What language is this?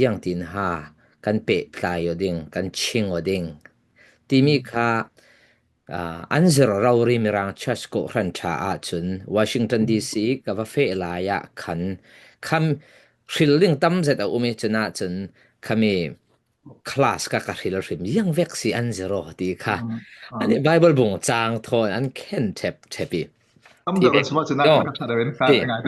Falam Chin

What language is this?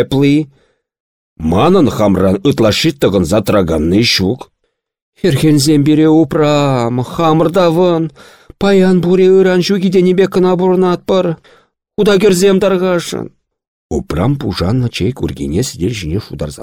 Chuvash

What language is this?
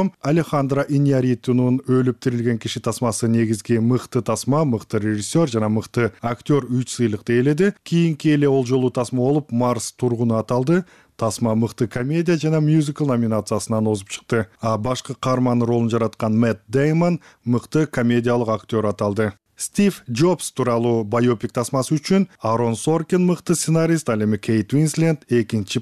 Kyrgyz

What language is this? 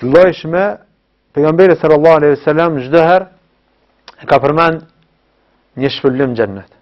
Albanian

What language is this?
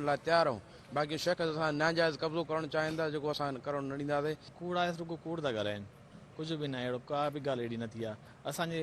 Sindhi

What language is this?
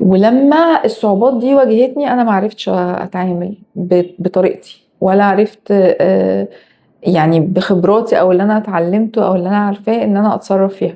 Egyptian Arabic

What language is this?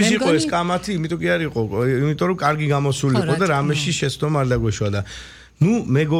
Georgian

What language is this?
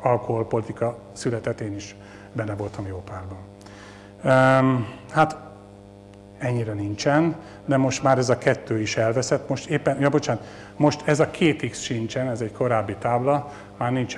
Hungarian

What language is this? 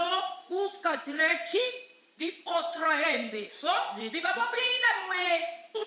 Papiamento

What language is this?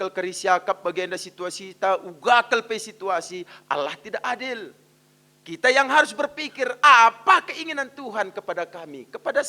Batak Karo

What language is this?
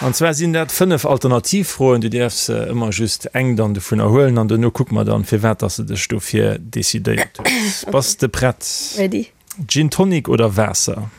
Luxembourgish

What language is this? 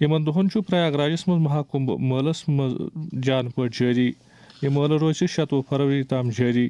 Kashmiri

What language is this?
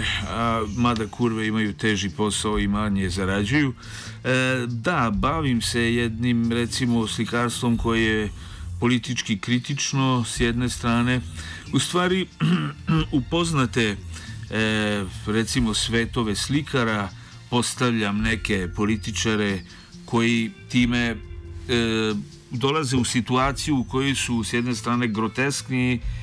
Serbian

